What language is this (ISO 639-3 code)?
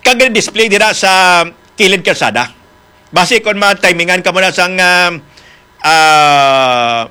hil